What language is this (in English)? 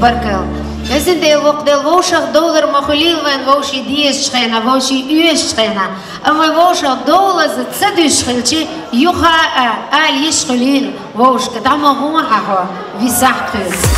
Chechen